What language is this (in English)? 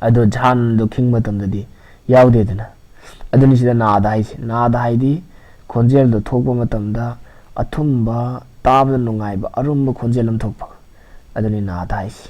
Manipuri